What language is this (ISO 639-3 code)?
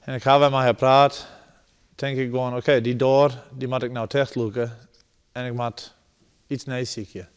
fry